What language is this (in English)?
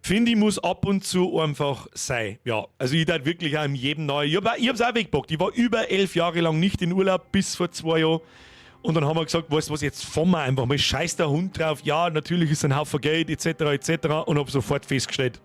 Bavarian